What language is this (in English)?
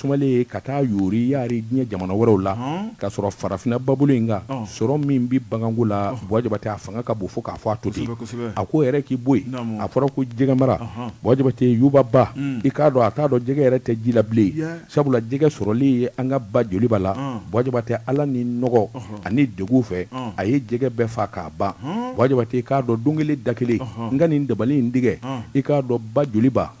Bambara